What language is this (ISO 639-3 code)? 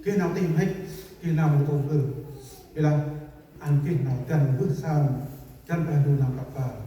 cmo